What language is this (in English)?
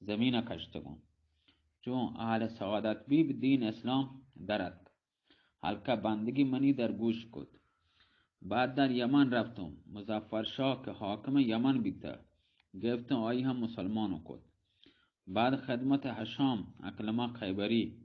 Baluchi